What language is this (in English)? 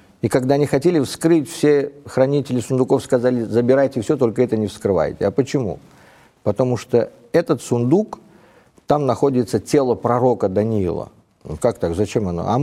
Russian